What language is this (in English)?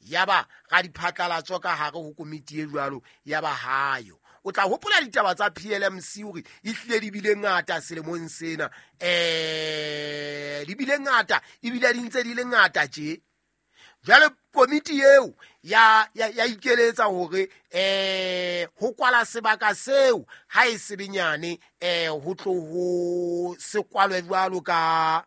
Southern Sotho